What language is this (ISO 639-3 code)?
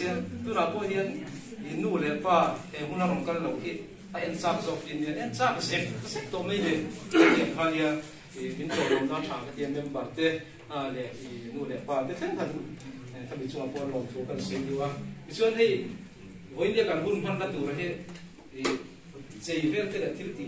lus